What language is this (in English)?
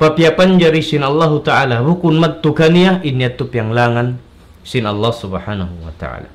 Tausug